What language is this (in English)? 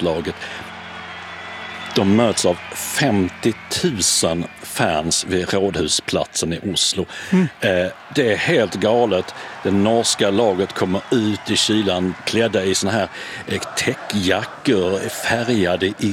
Swedish